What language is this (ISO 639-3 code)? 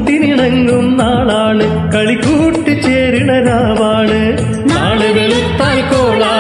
mal